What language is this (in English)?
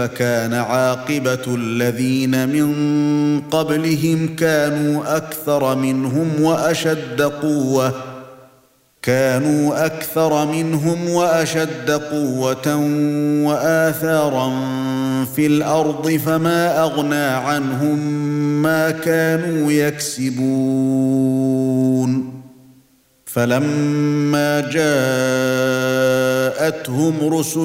Arabic